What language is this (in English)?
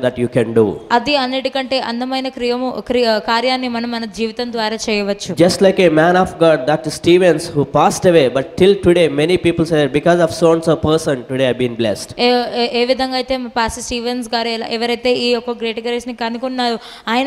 Telugu